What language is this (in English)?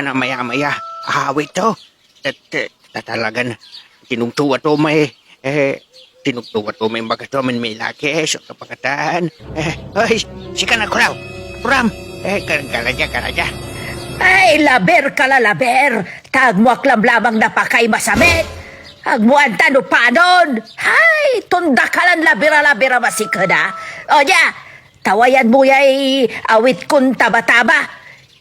Pangasinan